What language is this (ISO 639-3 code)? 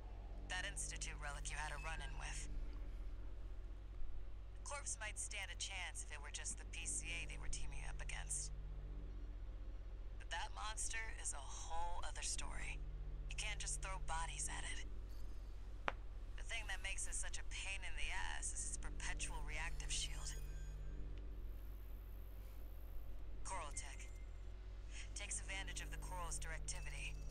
eng